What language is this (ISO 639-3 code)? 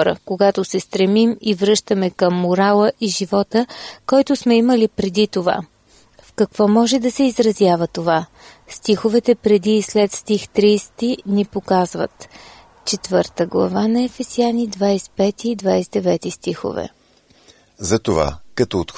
bul